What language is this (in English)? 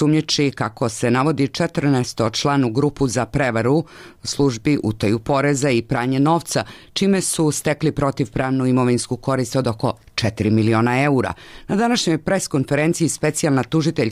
Bosnian